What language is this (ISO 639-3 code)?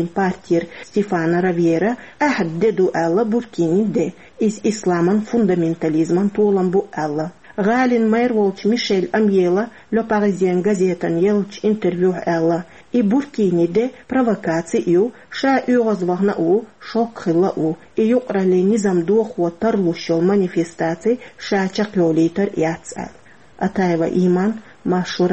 che